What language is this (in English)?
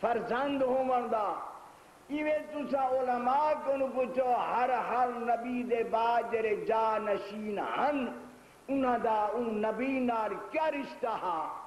Saraiki